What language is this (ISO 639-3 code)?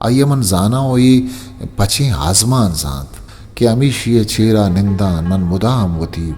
bgp